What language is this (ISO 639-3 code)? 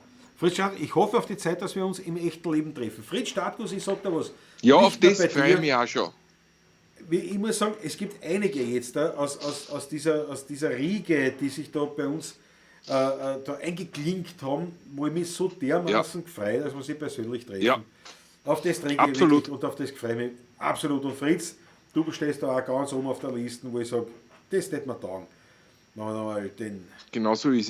bar